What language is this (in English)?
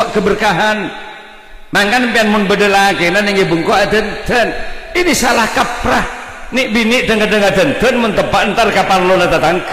Madurese